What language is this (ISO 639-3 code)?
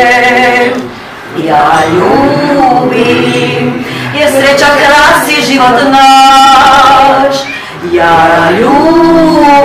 hrv